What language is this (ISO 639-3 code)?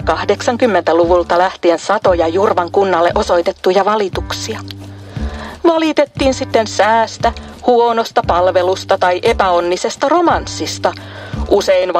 fin